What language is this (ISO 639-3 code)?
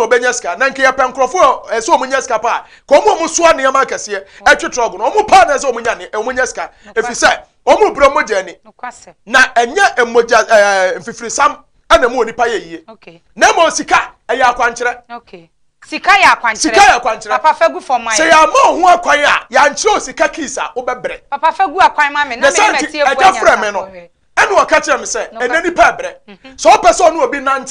aka